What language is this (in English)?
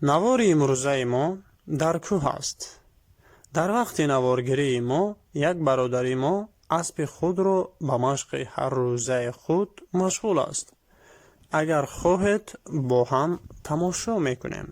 Tajik